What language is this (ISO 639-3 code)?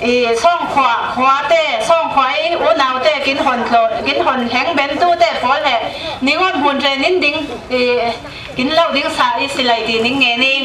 cfm